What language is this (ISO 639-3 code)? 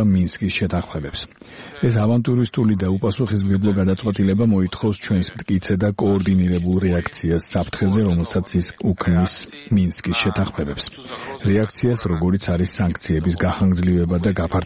kat